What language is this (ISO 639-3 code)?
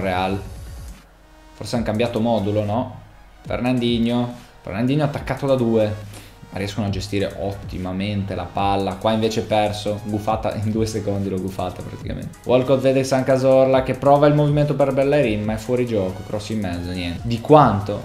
ita